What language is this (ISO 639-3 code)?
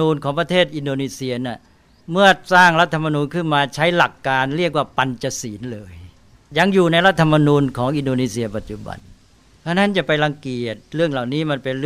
tha